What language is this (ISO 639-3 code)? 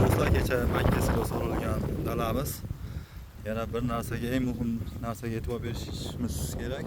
uzb